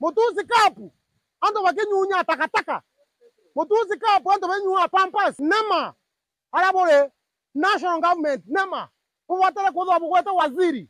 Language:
Meru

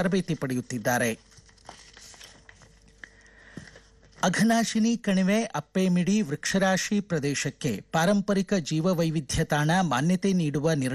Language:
Kannada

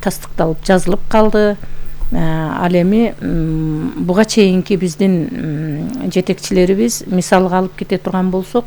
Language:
Kyrgyz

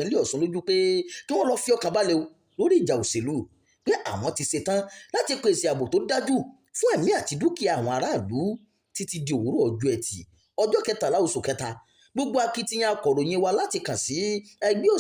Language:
Yoruba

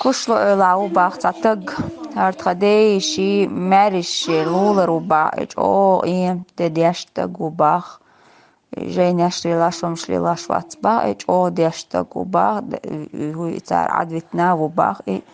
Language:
Chechen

